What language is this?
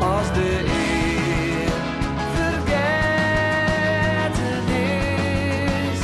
Western Frisian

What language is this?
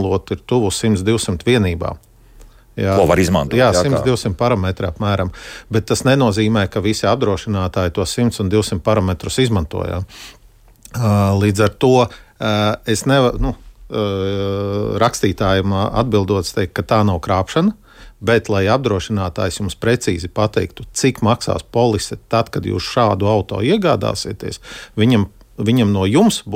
Latvian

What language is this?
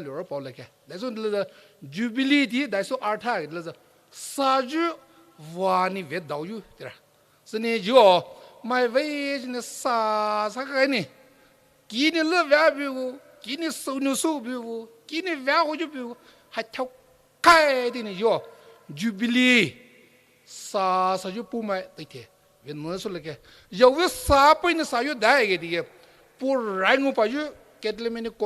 Poumei Naga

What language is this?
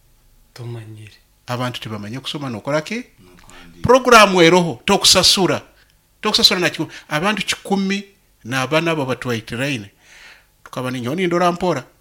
Nyoro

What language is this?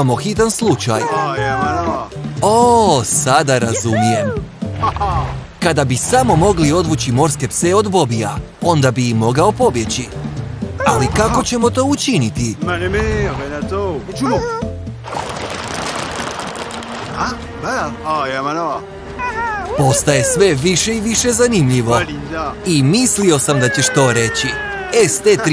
Croatian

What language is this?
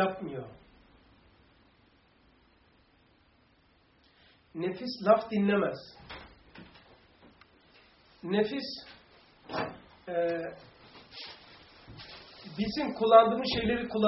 Turkish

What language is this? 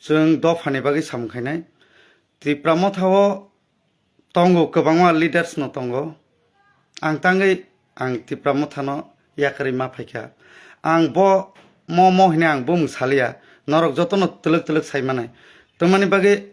Kok Borok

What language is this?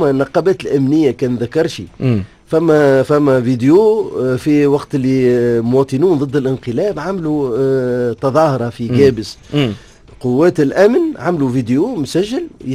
Tunisian Arabic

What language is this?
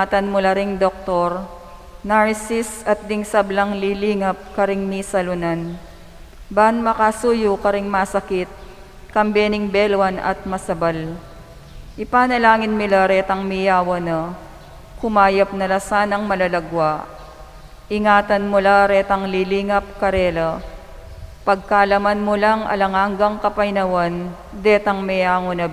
Pampanga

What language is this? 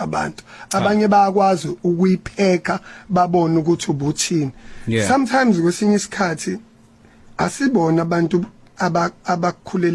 Zulu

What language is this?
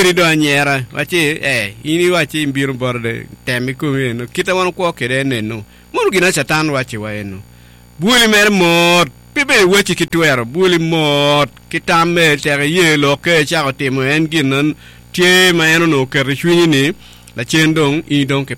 Acoli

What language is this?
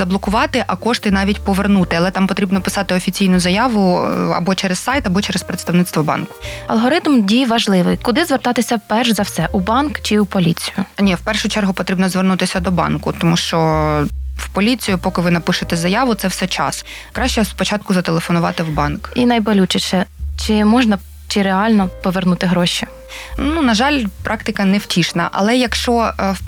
Ukrainian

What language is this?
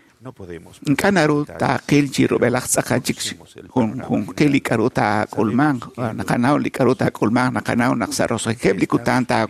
Kekchí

